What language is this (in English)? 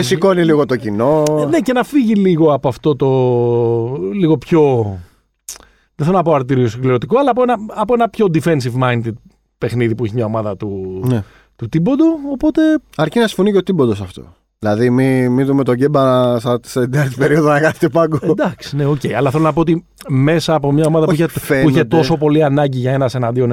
Greek